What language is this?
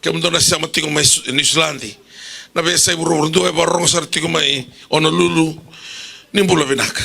Fijian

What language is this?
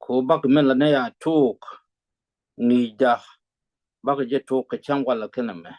Nuer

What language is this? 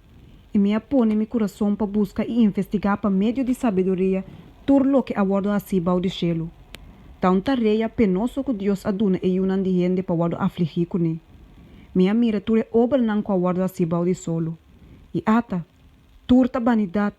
Papiamento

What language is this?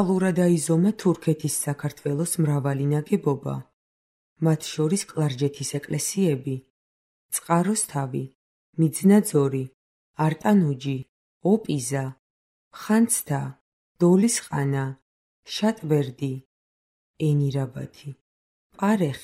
Georgian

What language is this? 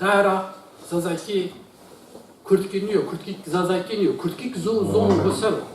Zaza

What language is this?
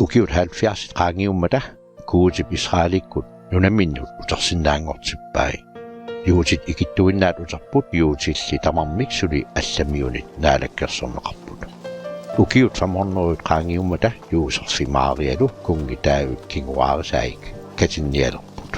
Kalaallisut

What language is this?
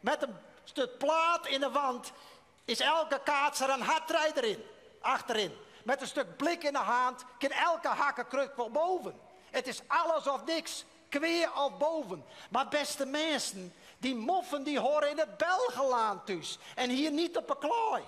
Western Frisian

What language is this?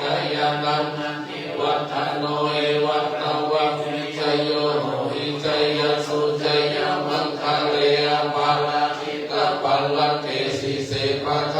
Pali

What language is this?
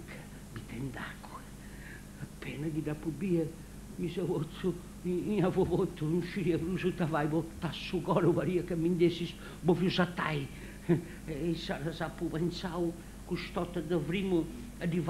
Sardinian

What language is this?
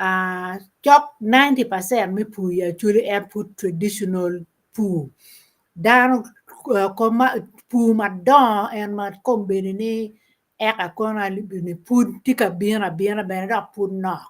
Acoli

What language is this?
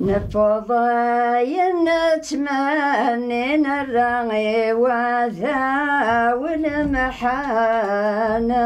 Kabyle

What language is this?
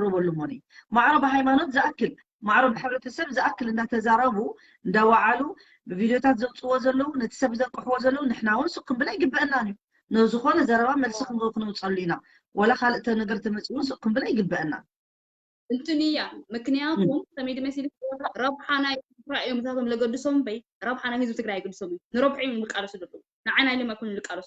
Tigrinya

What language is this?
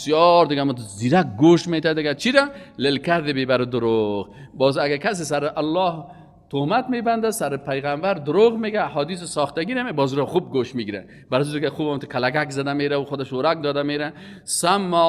Persian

